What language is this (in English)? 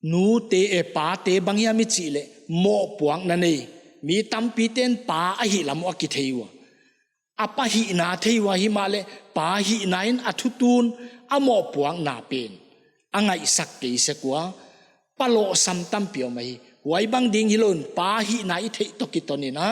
Paite Chin